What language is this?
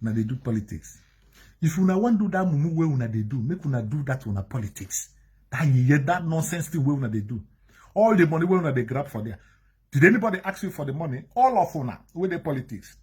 Nigerian Pidgin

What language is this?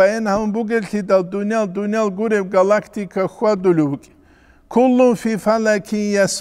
Avaric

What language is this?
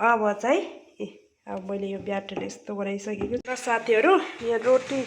Nepali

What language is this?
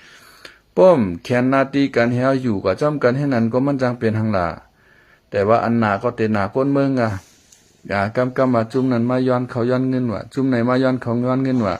Shan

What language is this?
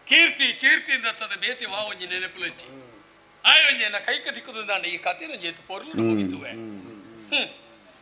Tulu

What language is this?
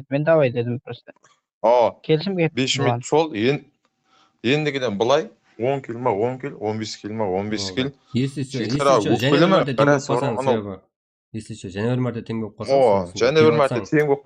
Kara-Kalpak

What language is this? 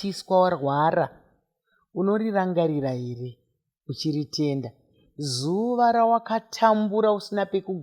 Shona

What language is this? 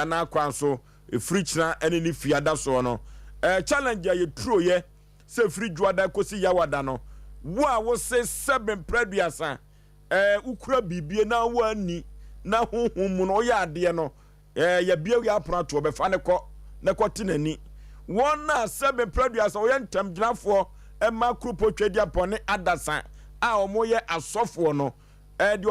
Akan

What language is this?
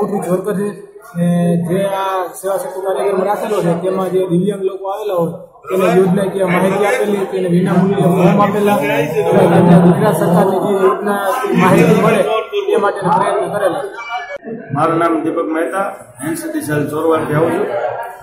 Gujarati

